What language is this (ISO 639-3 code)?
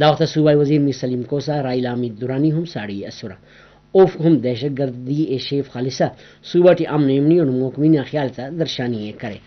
brh